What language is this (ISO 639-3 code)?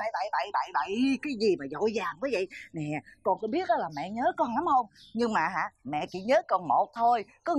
vie